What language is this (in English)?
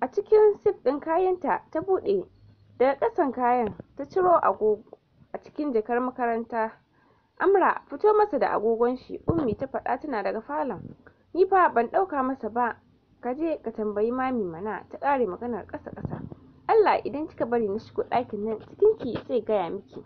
Hausa